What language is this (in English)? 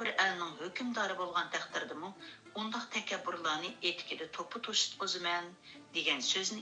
Uyghur